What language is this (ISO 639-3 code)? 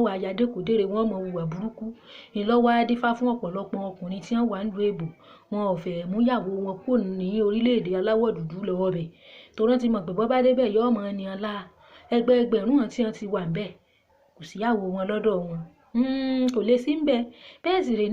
yor